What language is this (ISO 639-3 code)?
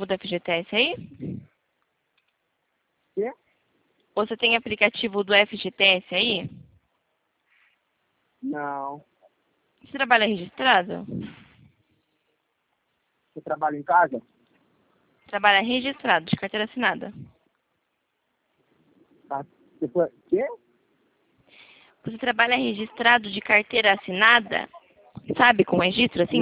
por